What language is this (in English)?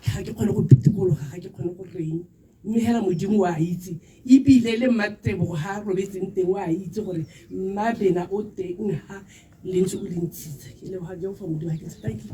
Tswana